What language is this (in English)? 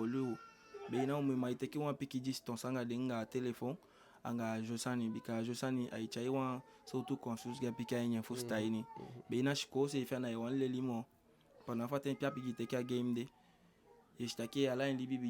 Eastern Maroon Creole